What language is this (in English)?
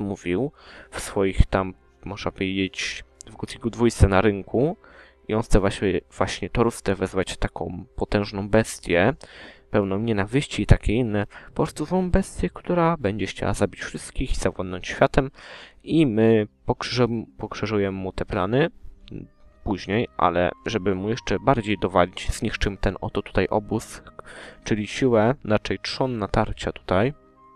Polish